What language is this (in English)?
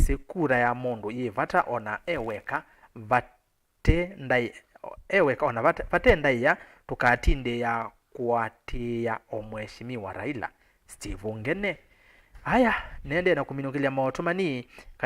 Kamba